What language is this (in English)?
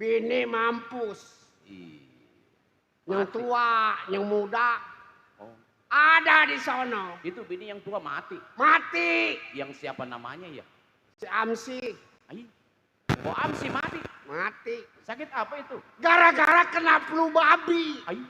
Betawi